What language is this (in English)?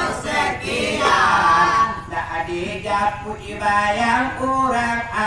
Minangkabau